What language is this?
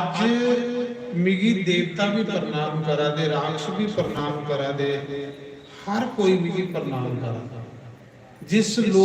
Dogri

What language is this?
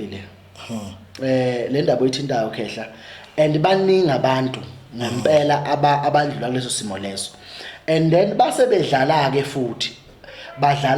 Zulu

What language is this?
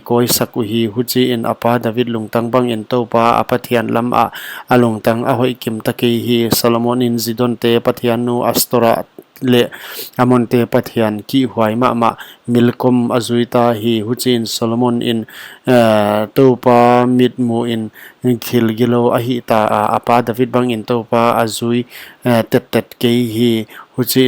Paite Chin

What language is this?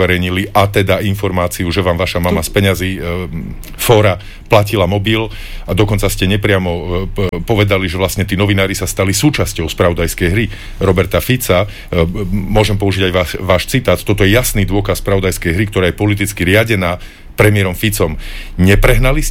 Slovak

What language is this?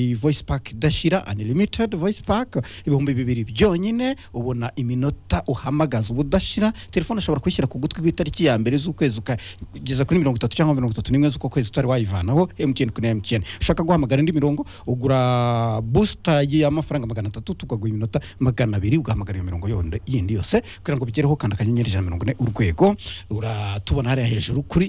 Kinyarwanda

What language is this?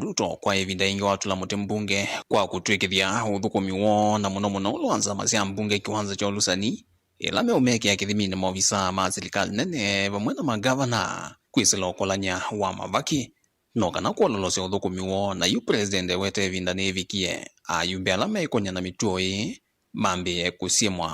Kamba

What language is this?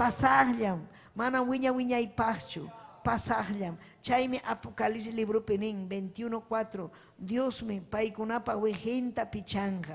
Ayacucho Quechua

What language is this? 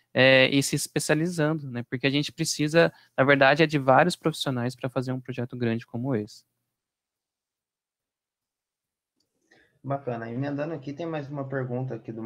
Portuguese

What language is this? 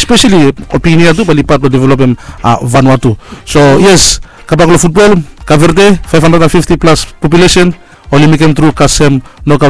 Bislama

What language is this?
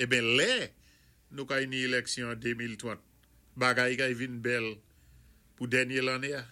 Saint Lucian Creole French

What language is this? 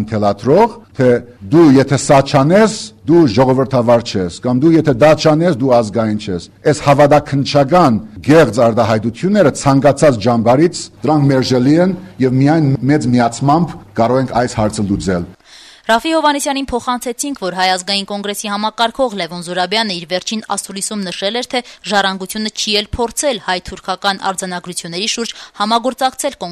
Armenian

